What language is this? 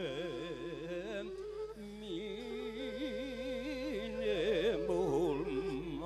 Bashkir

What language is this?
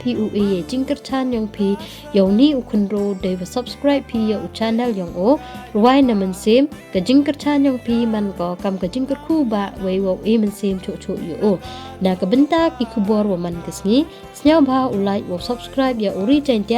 Pnar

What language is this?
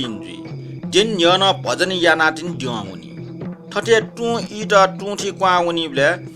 Newari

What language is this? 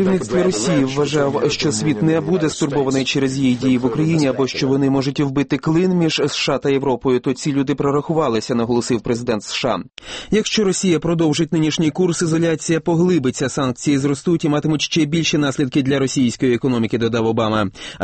Ukrainian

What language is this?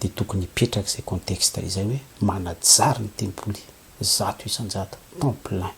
Malagasy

